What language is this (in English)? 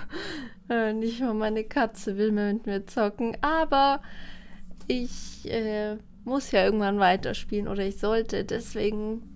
German